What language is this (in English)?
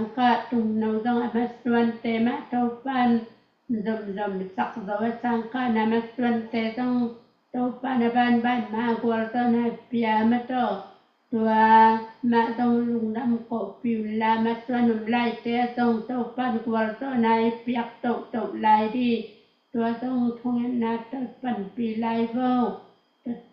Tedim Chin